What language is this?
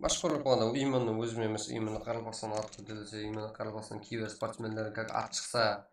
Kara-Kalpak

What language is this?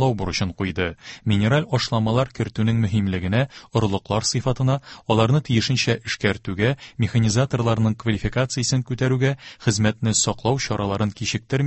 Tatar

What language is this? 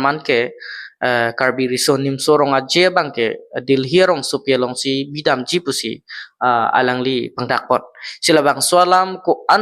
Karbi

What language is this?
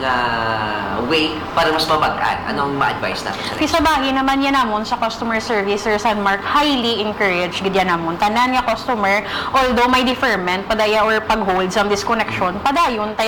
Hiligaynon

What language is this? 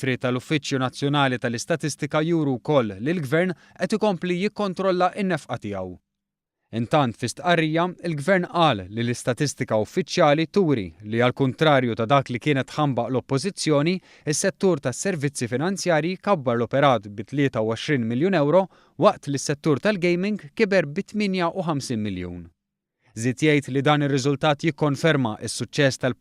Maltese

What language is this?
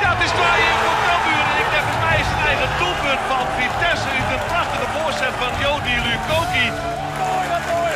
Western Frisian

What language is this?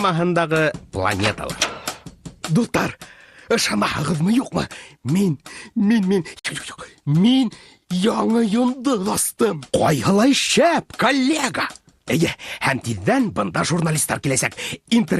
Bashkir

